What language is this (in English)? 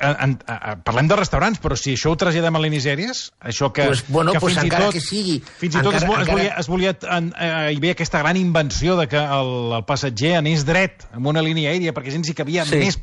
Catalan